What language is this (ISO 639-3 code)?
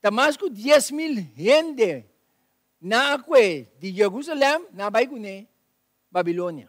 pap